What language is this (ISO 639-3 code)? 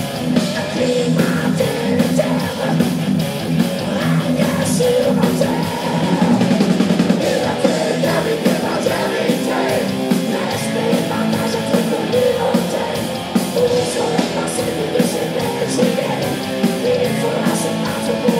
fra